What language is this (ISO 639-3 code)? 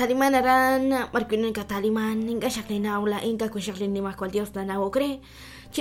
kek